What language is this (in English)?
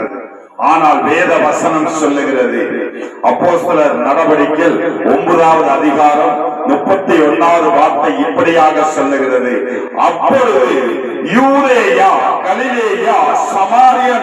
Tamil